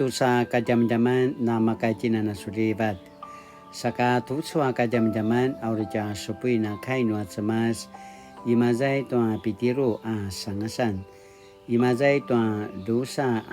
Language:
Paiwan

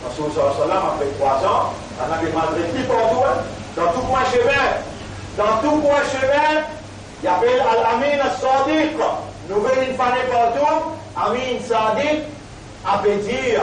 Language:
Morisyen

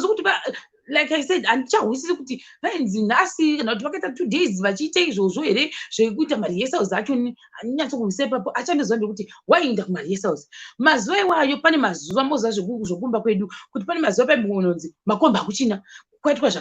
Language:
Shona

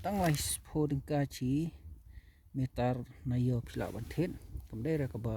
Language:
Khasi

